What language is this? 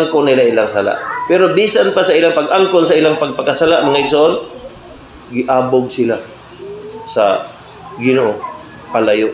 Cebuano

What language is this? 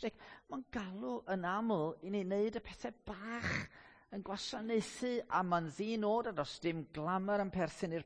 Welsh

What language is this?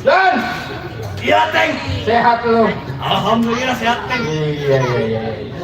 Betawi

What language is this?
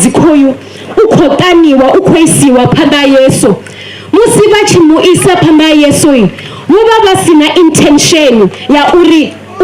Venda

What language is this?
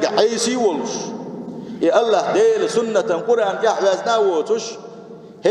Chechen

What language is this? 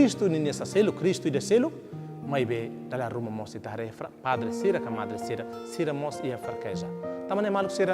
Tetum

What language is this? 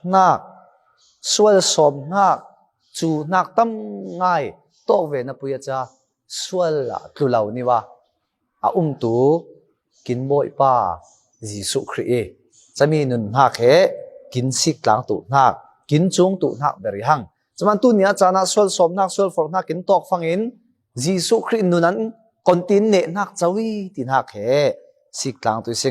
Falam Chin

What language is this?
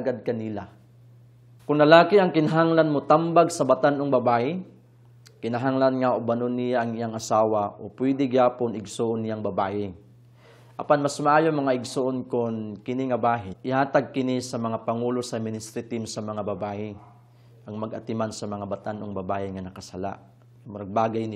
Cebuano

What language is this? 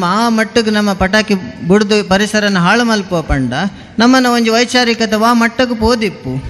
Tulu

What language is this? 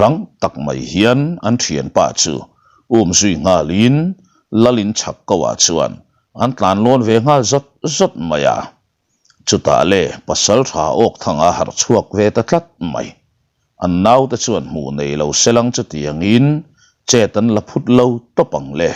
Mizo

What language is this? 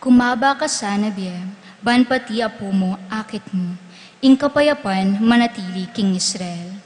Pampanga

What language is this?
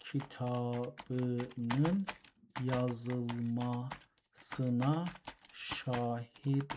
South Azerbaijani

